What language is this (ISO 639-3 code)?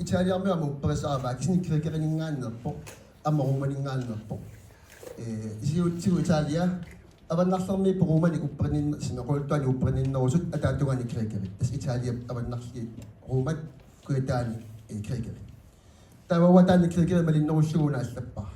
kal